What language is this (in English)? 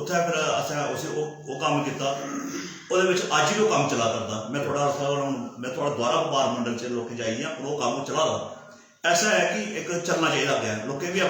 Dogri